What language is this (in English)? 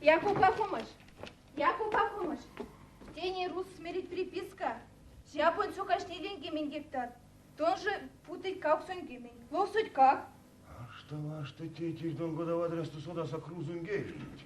Erzya